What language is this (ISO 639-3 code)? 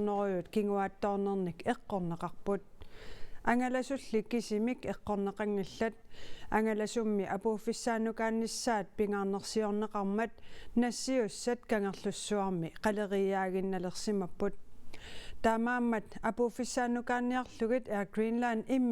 kal